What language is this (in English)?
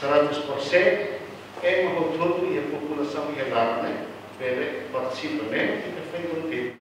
Tetum